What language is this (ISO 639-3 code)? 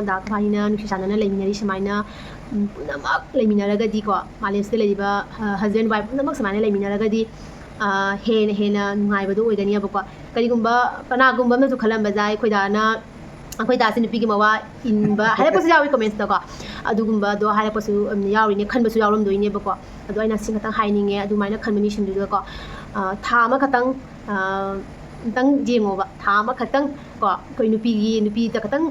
mni